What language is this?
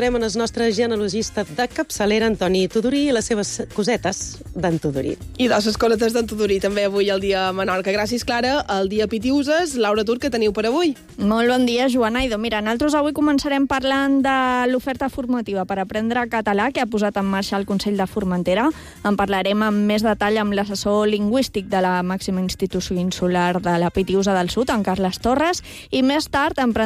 Catalan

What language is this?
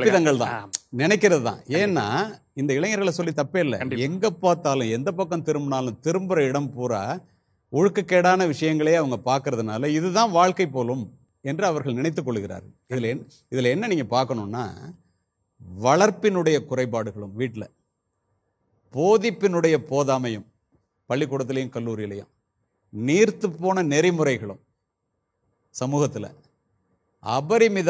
Tamil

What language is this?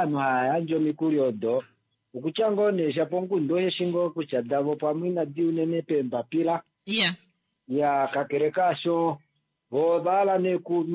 Kuanyama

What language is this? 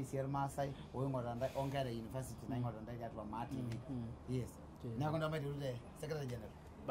Masai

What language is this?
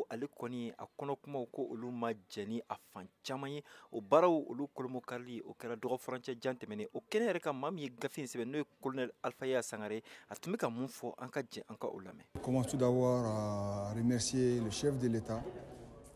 Bambara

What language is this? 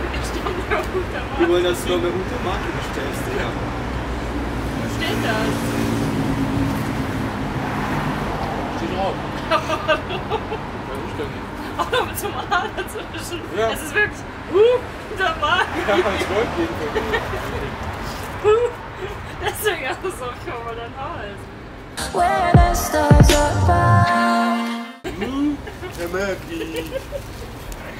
German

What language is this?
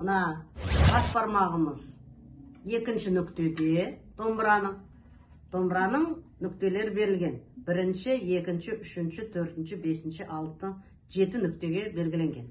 Kazakh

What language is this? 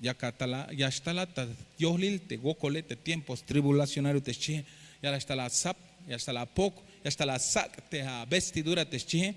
Tzeltal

